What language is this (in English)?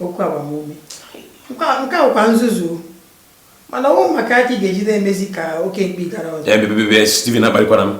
Igbo